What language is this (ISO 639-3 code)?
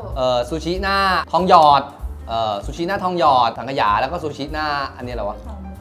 tha